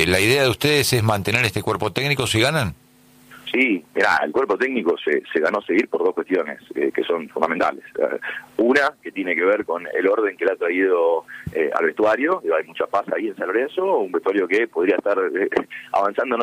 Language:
Spanish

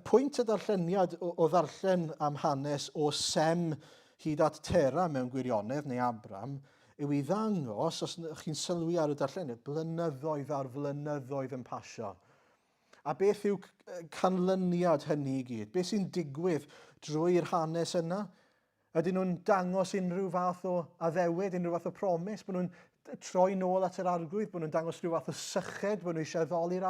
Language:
Welsh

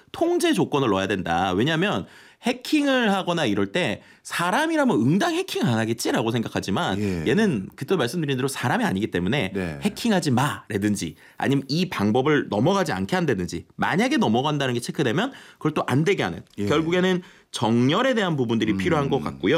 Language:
Korean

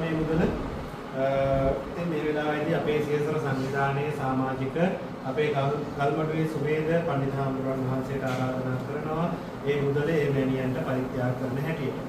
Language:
Sinhala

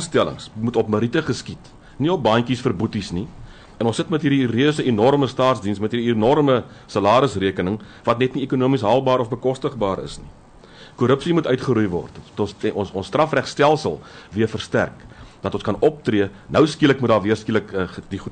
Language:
Afrikaans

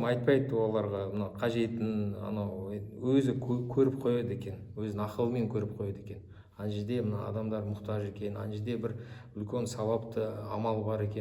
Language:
Kazakh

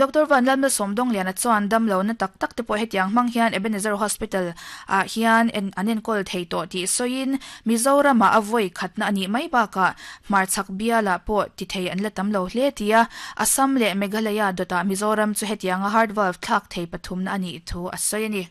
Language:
Mizo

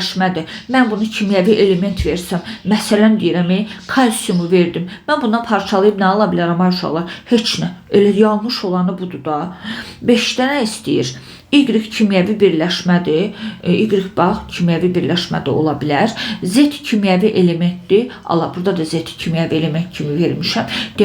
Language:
Azerbaijani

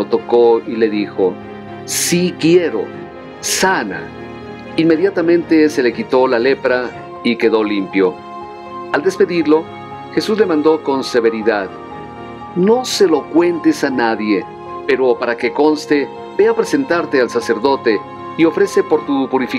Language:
Spanish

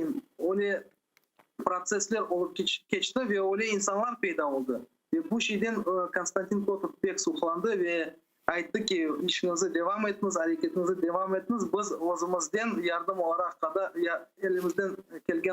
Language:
Crimean Tatar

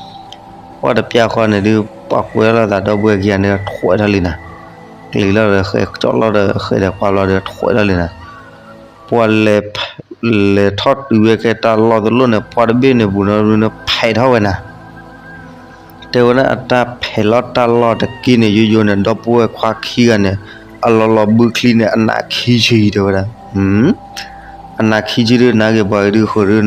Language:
S'gaw Karen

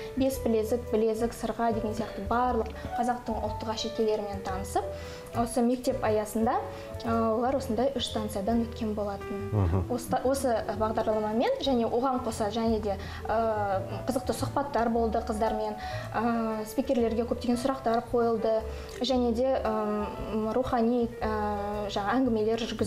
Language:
Kazakh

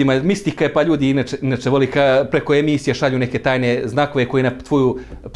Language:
Bosnian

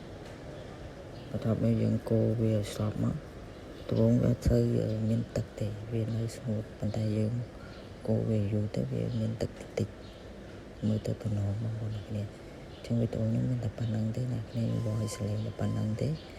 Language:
Khmer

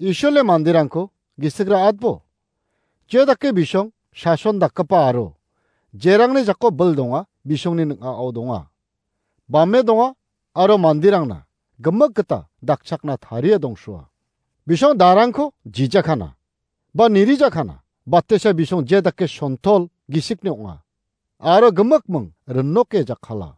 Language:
Garo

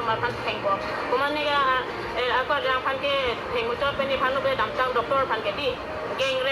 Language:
Karbi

